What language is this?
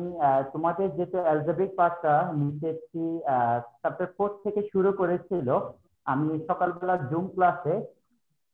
Bangla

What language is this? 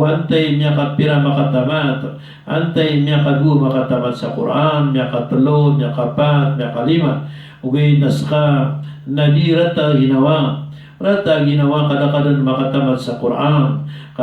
Maranao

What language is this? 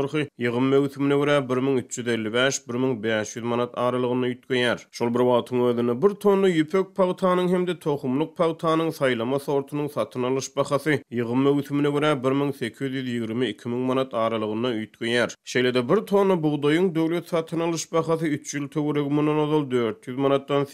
Turkmen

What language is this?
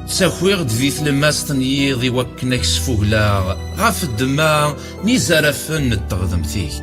Kabyle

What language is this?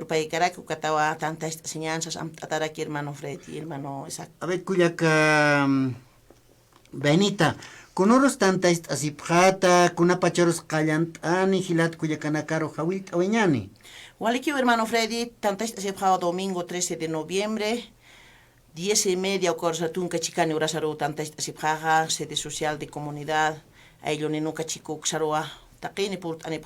Aymara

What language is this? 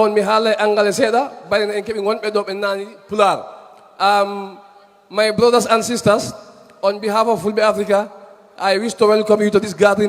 Fula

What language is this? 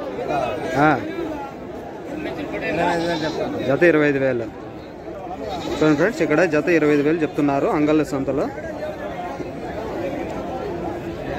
Telugu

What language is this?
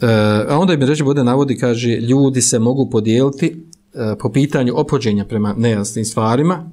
Bosnian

